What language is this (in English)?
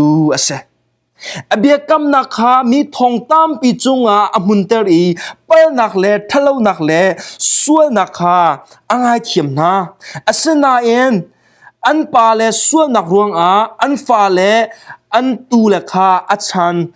Hakha Chin